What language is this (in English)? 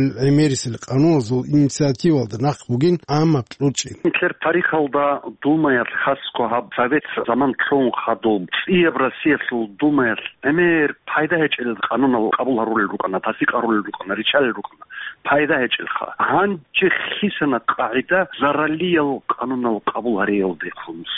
Avaric